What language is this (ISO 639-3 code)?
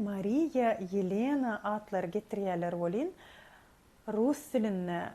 tuk